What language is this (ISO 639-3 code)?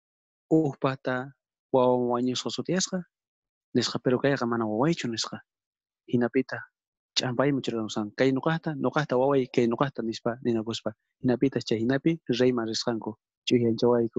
quh